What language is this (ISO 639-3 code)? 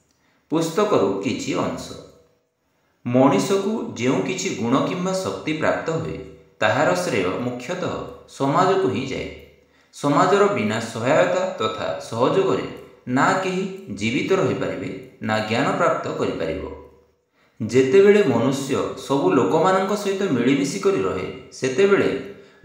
ori